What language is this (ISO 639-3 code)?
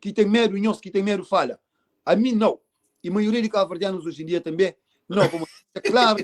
kea